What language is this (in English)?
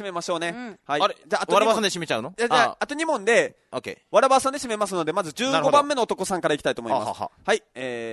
Japanese